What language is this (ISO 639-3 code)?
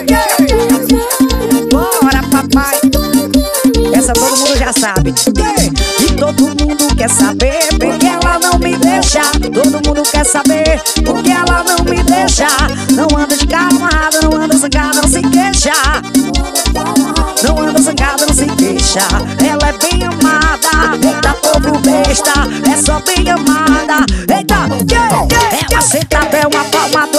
por